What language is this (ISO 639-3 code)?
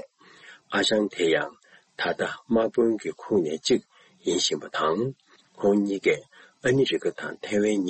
bod